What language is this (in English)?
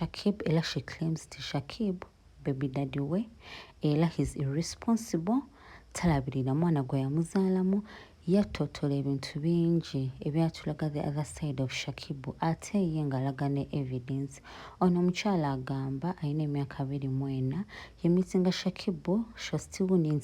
Ganda